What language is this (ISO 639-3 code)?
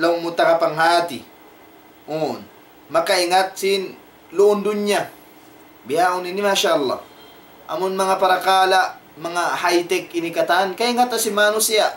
tsg